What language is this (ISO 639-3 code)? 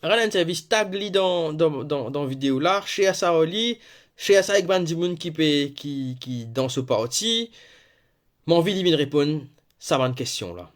mfe